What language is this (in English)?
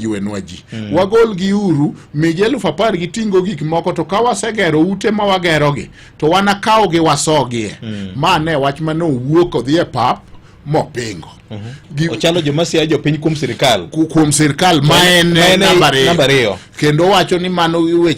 Luo (Kenya and Tanzania)